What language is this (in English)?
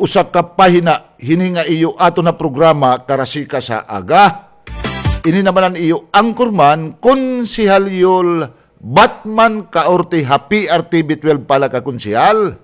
Waray